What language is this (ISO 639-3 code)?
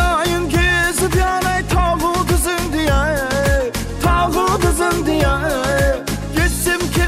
kaa